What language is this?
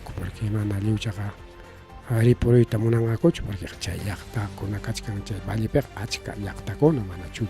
Ayacucho Quechua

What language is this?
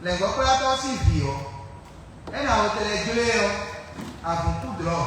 Fon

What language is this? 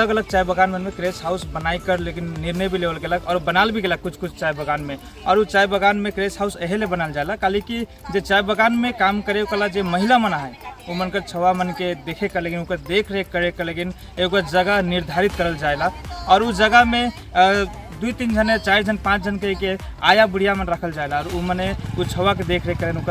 Sadri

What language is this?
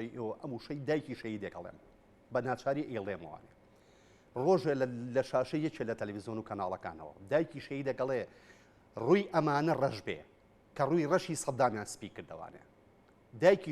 Central Kurdish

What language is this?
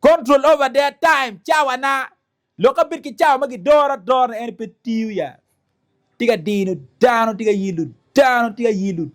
Acoli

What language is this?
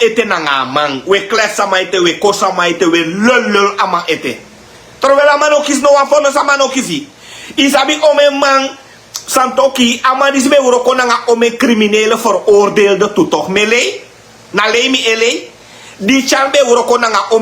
Sranan Tongo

